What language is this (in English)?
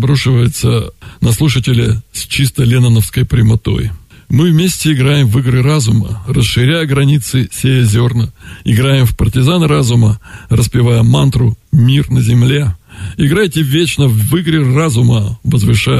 Russian